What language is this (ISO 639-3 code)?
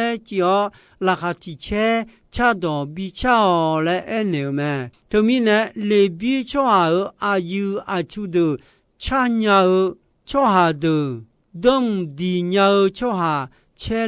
ahk